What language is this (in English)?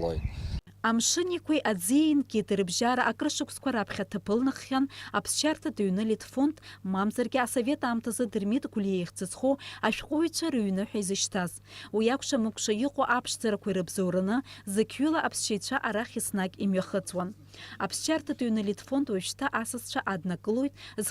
Abkhazian